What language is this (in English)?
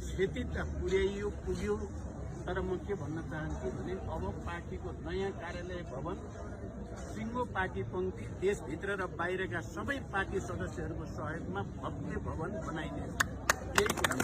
Nepali